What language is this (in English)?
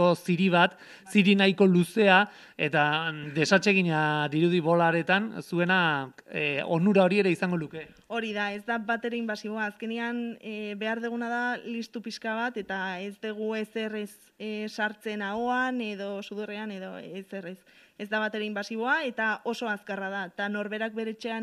Basque